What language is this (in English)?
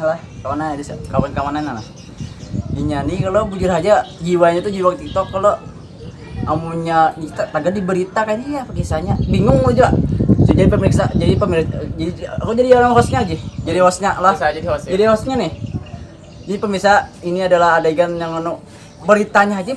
Banjar